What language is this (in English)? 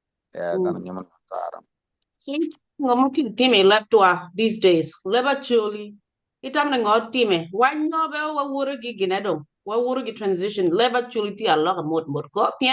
Acoli